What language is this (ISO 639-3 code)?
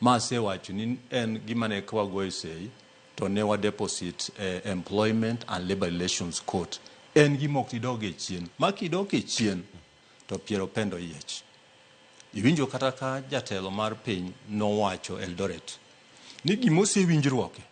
luo